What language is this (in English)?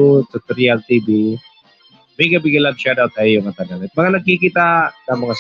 Waray